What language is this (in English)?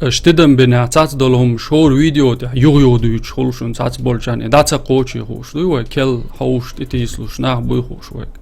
Chechen